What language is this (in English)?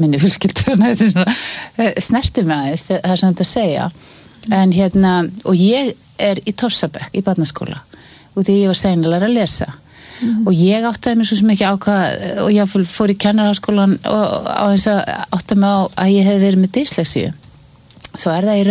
Icelandic